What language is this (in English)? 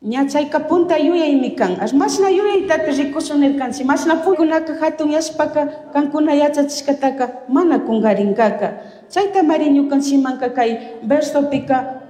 Chimborazo Highland Quichua